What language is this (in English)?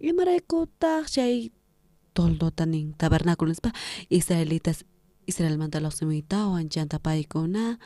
South Bolivian Quechua